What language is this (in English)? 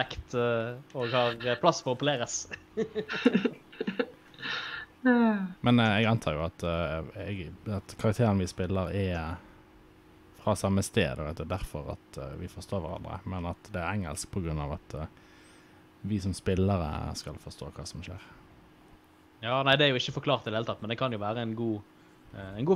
Norwegian